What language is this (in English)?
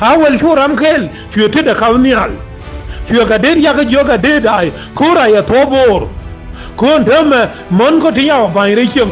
Nuer